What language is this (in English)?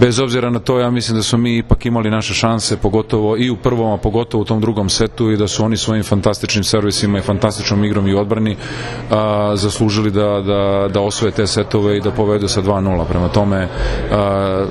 Serbian